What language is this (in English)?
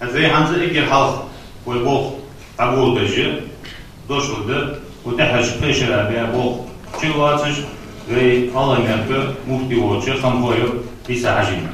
Ingush